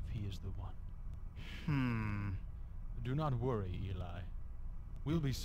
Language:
English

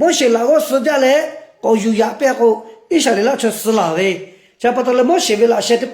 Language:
Lahu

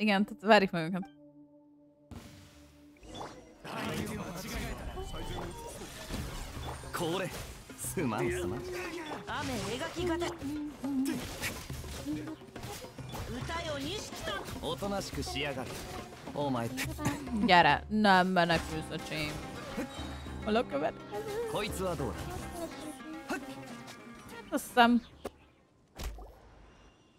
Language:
Hungarian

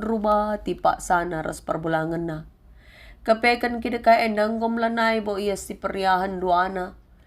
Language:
Batak Karo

